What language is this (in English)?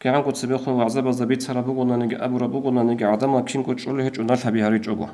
Avaric